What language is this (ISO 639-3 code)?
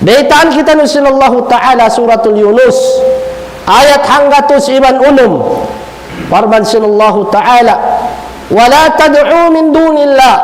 tsg